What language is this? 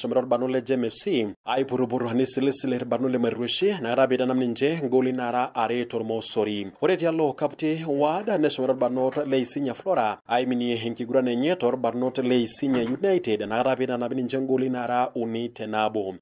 Masai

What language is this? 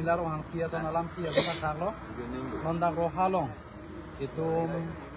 Karbi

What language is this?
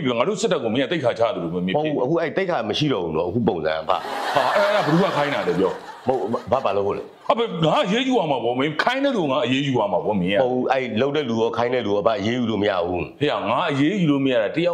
Burmese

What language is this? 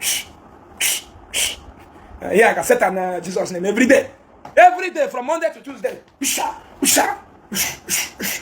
Igbo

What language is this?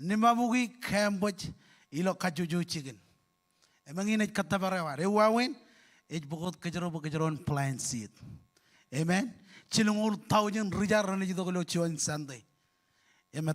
Marshallese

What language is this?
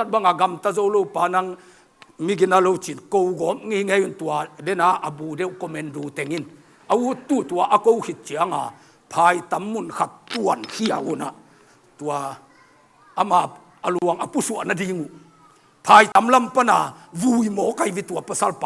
Tedim Chin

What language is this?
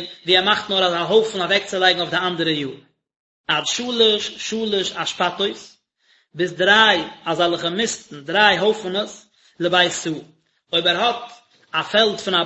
Yiddish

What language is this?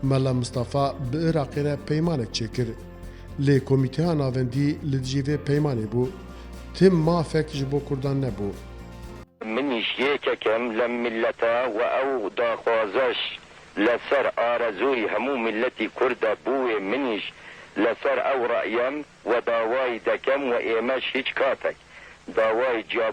Kurdish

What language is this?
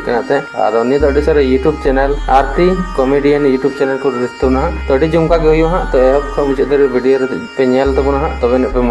Santali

